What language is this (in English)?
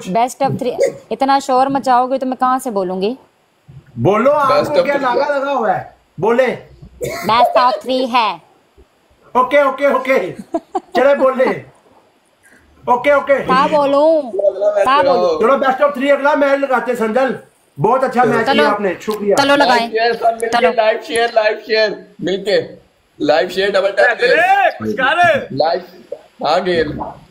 Hindi